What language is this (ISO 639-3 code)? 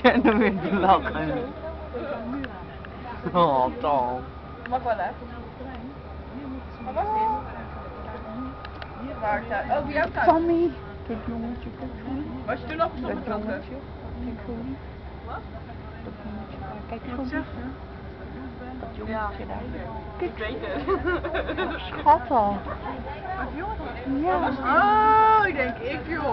nld